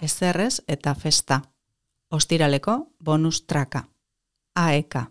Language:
Basque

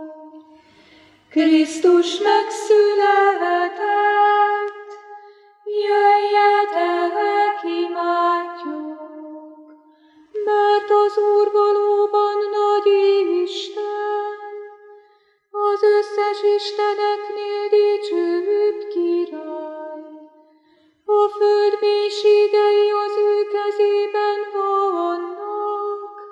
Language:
Hungarian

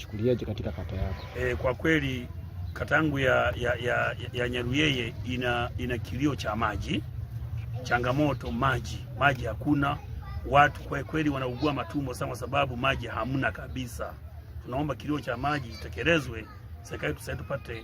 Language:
Swahili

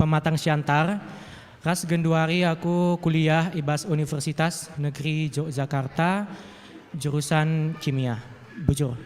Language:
Batak Karo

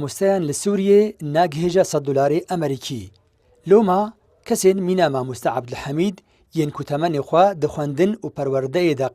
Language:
Kurdish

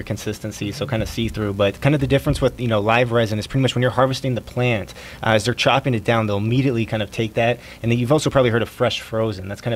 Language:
English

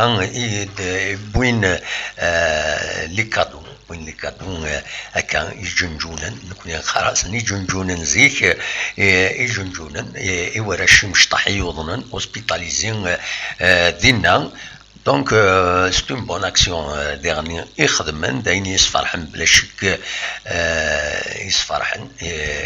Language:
Kabyle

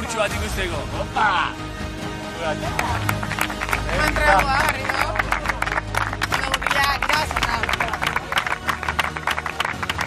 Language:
Basque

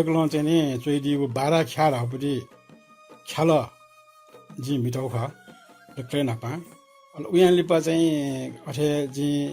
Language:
Newari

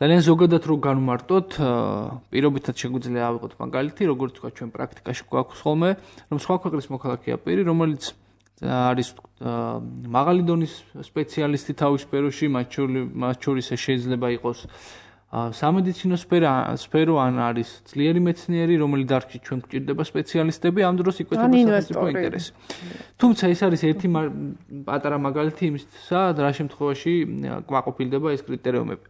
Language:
Georgian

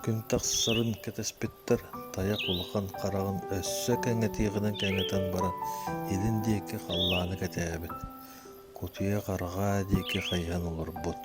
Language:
Yakut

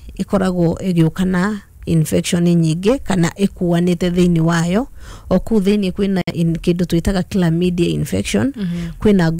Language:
Kikuyu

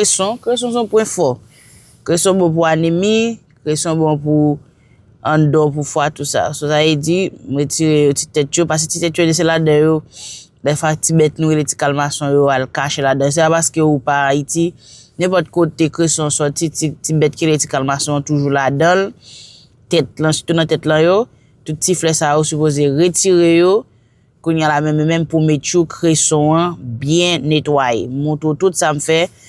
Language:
Haitian Creole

